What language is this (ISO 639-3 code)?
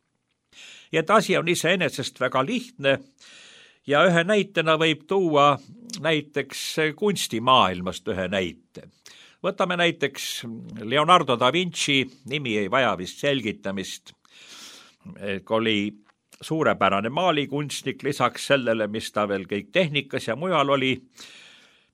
est